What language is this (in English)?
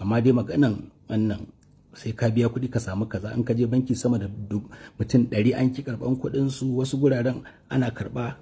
Hausa